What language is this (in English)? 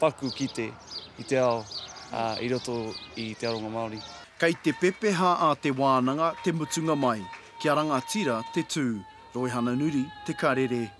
Māori